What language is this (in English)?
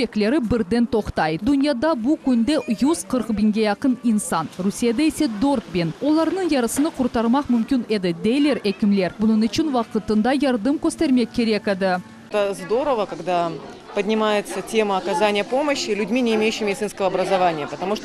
Crimean Tatar